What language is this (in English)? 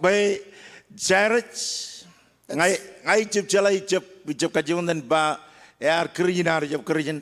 Marshallese